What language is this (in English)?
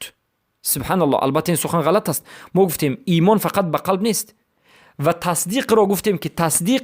Persian